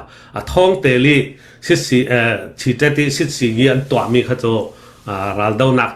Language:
Falam Chin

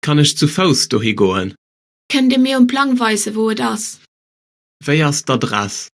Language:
Luxembourgish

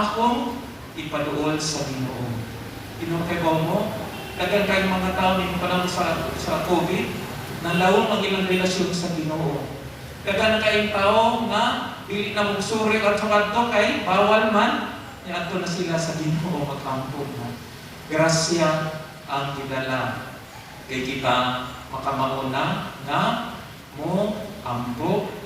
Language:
Cebuano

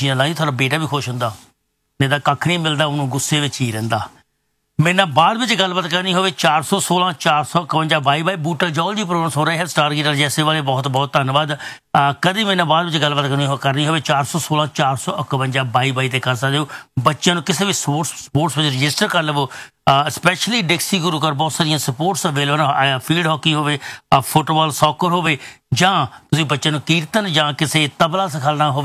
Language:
Punjabi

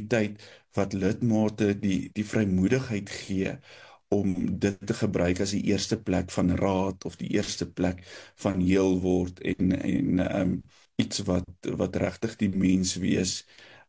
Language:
Afrikaans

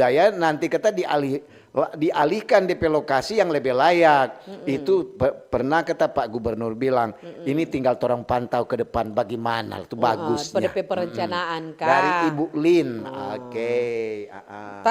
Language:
Manado Malay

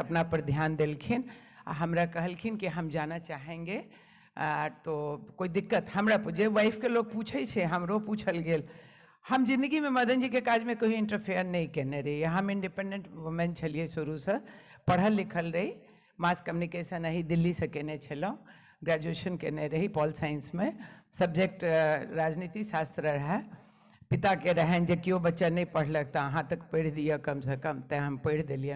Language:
Maithili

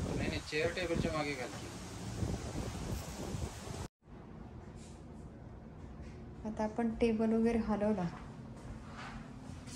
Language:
Marathi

